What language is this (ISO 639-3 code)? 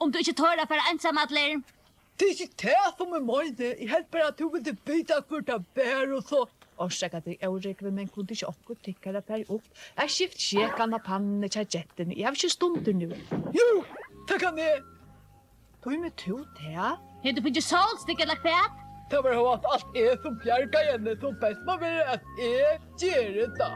fao